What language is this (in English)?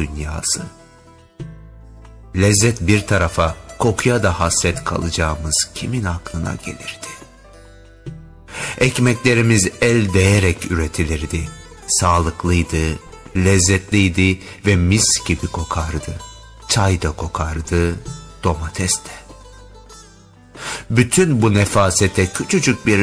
Turkish